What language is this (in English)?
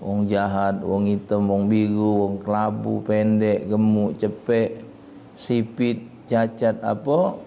Musi